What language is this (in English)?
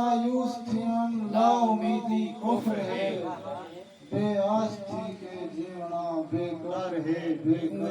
Saraiki